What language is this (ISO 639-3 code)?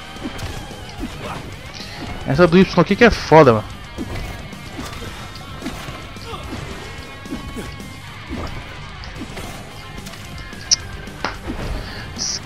por